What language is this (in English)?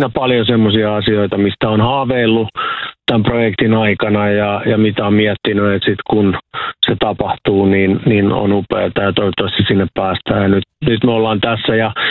Finnish